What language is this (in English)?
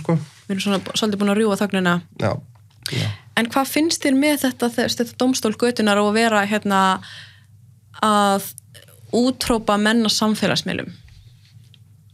Icelandic